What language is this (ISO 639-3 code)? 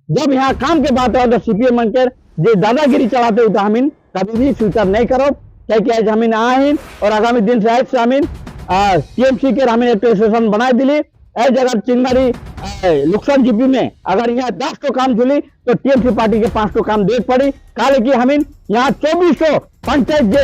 sck